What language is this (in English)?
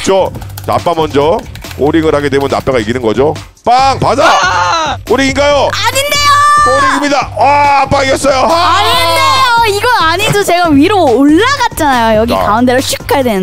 Korean